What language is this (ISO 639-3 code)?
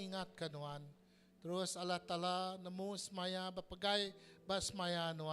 iba